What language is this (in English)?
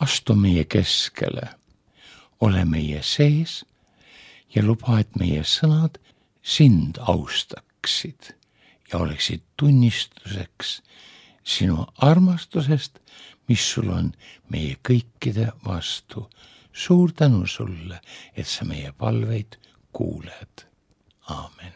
Estonian